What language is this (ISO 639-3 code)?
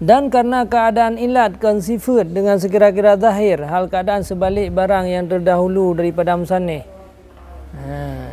ace